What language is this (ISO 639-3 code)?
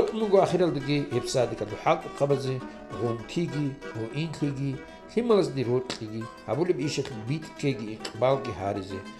ava